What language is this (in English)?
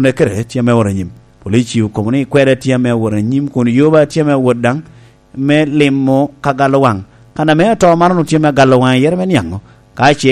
Lango (Uganda)